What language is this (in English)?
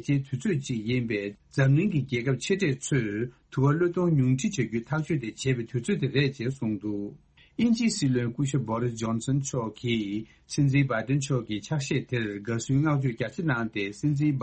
Tibetan